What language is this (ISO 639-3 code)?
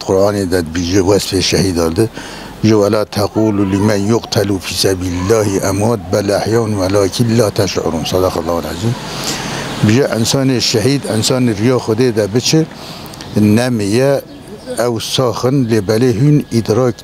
kur